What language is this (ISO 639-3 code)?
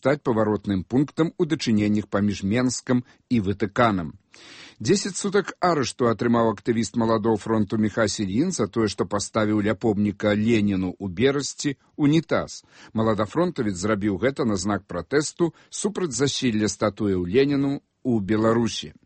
bel